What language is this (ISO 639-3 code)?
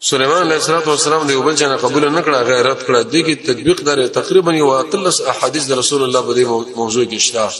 pus